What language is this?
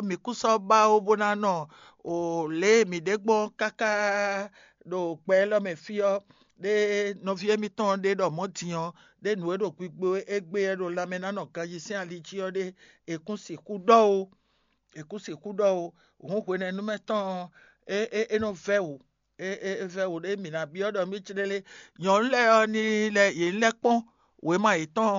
Fon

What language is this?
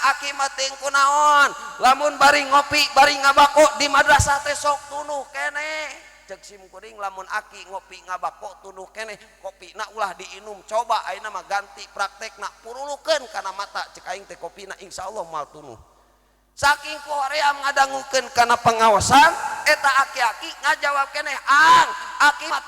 Sundanese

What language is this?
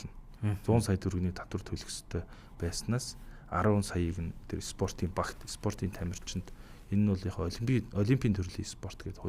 Mongolian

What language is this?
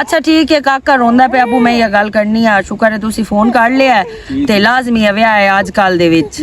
Western Panjabi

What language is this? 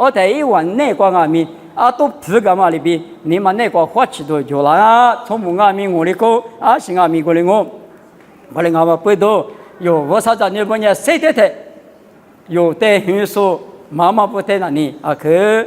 Lisu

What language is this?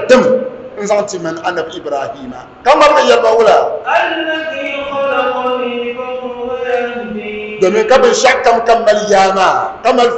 Dagbani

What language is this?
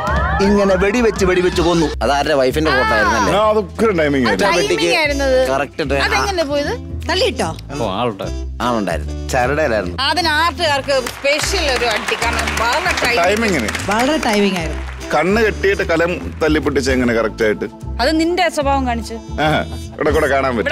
Malayalam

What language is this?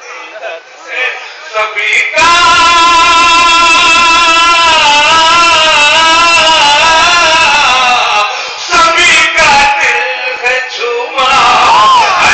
Urdu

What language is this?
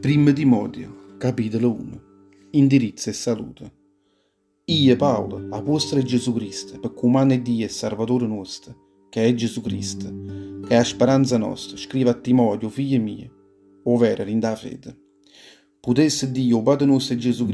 Neapolitan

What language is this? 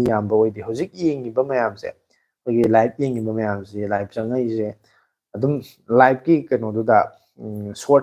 Manipuri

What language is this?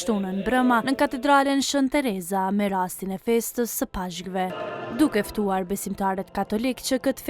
Albanian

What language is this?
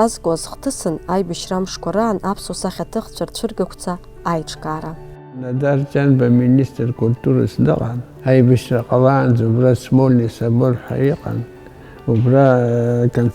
Abkhazian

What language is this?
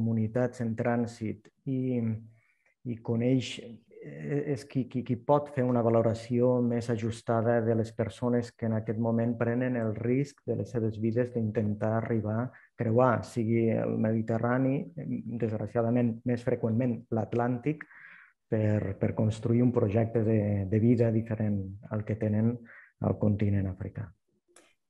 Catalan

